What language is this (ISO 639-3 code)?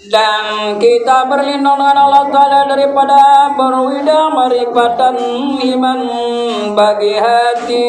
sas